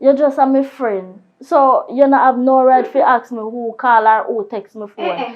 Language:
Jamaican Creole English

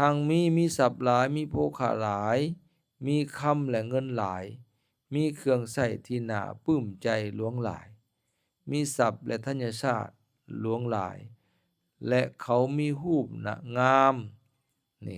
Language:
Lao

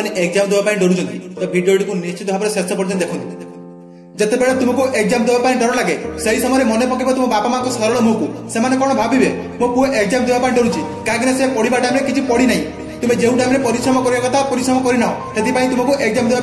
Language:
Odia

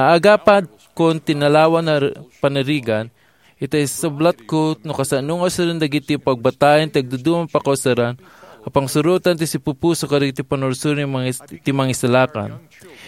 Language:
Iloko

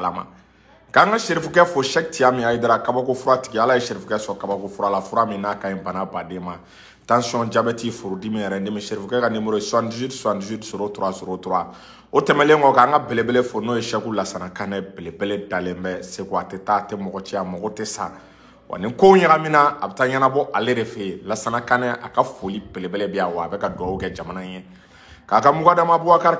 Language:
Bambara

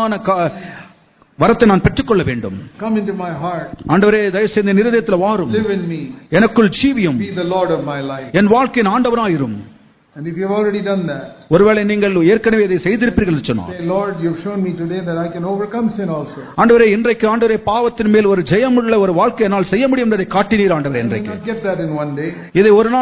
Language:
Tamil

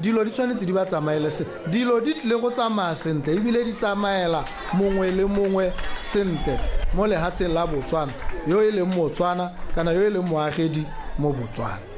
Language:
Tswana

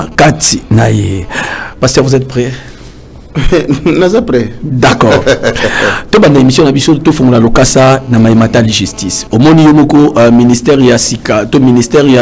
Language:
Lingala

